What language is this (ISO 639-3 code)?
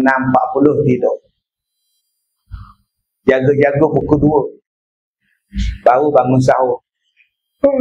msa